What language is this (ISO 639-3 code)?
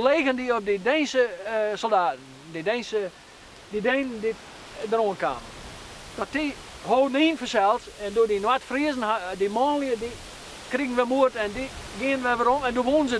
fry